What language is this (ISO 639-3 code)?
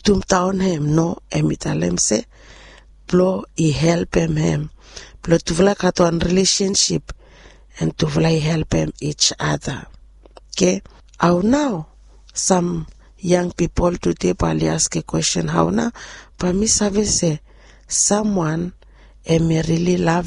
bis